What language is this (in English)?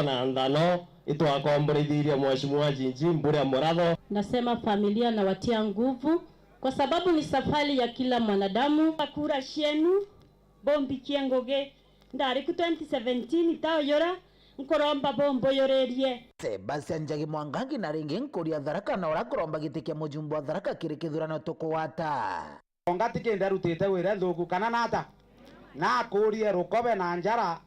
Meru